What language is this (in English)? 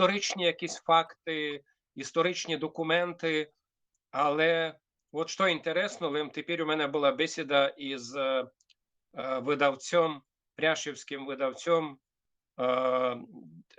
Rusyn